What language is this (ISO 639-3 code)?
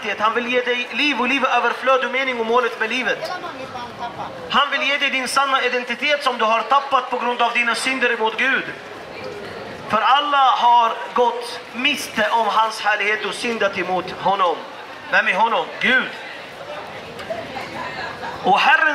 swe